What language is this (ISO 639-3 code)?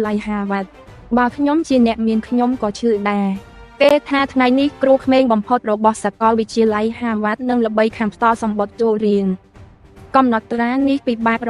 khm